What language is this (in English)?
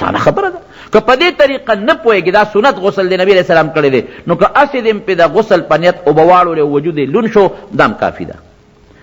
Pashto